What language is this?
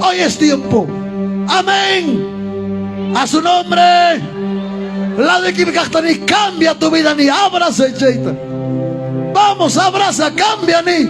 Ayacucho Quechua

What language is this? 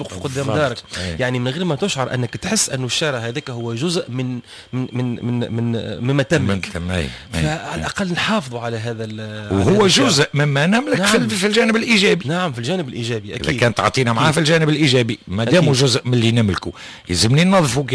Tunisian Arabic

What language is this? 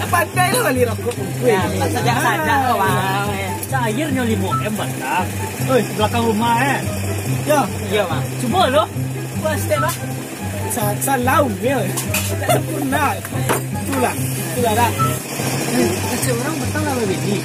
Minangkabau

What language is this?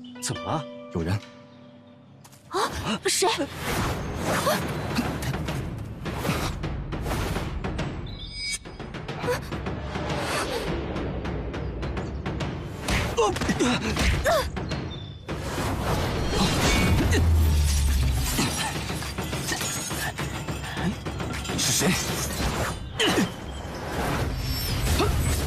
Chinese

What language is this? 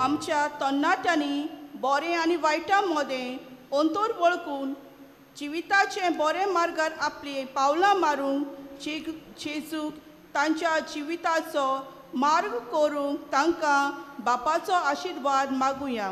Konkani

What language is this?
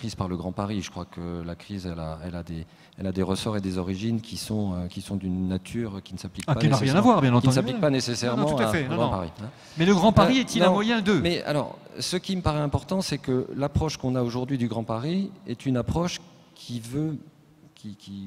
French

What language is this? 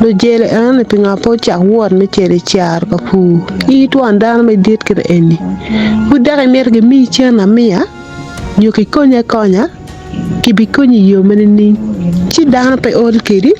Acoli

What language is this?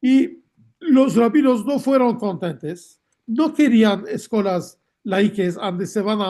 Ladino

